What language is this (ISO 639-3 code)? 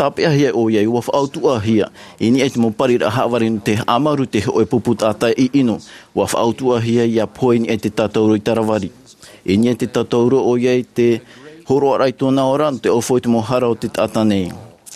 tah